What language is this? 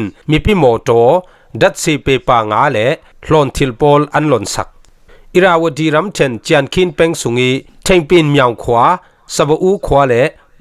Falam Chin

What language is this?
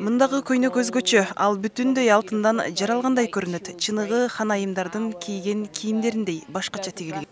Kyrgyz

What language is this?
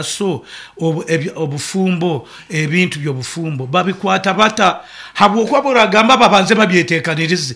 Nyankole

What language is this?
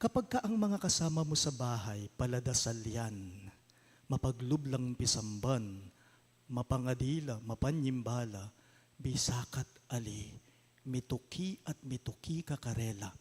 Pampanga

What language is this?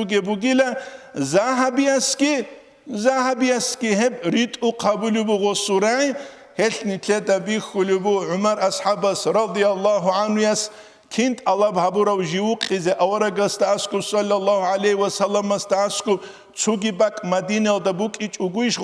Avaric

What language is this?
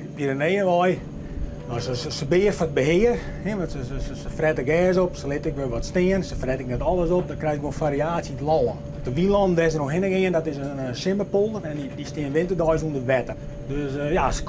Western Frisian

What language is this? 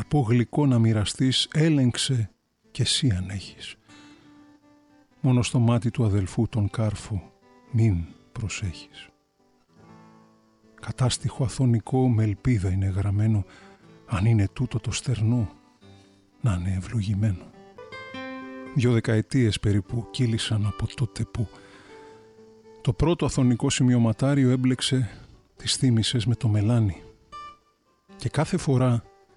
Greek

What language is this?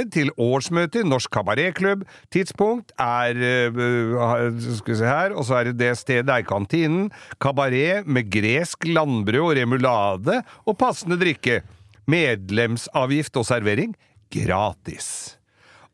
Norwegian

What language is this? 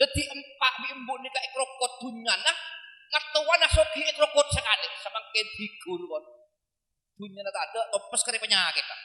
Madurese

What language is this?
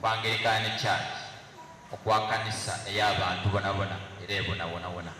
Soga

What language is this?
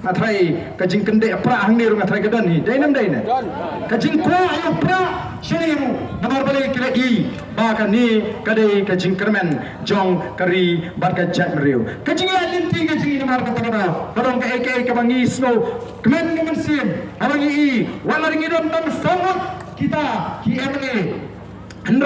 Khasi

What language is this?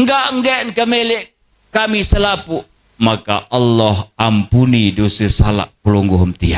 Sasak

